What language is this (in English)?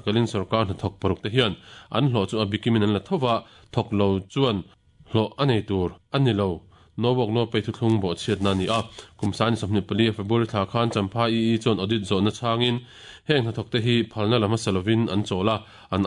Mizo